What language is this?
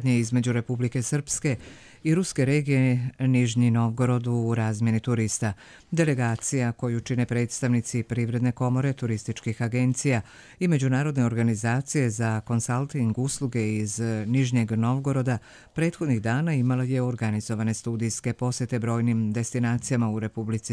Croatian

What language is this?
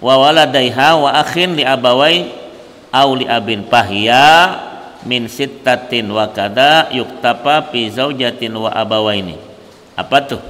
Banjar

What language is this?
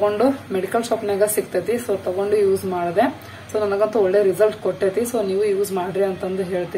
Kannada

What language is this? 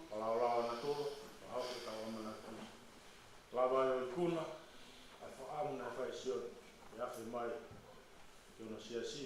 Tongan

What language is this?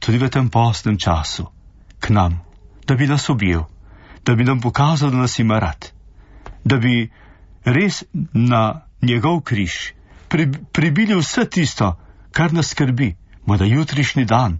Slovenian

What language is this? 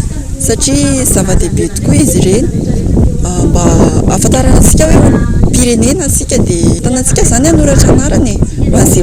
Malagasy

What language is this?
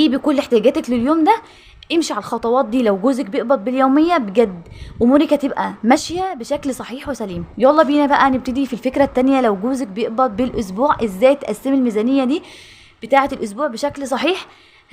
Egyptian Arabic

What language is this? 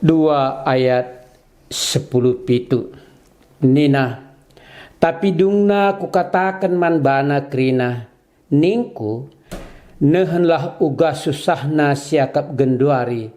Batak Karo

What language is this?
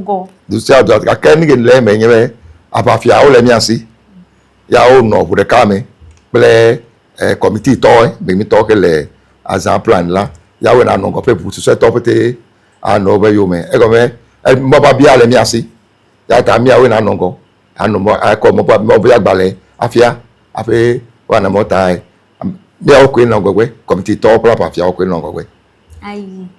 Ewe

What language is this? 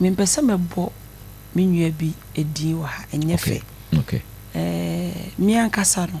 Akan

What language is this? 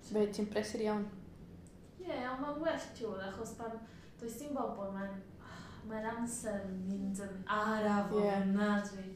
Welsh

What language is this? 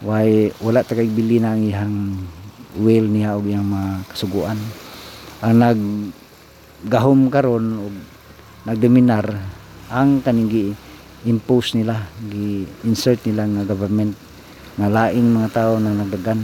Cebuano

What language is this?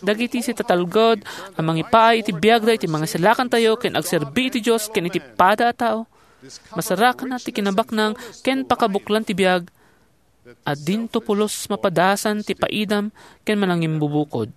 Iloko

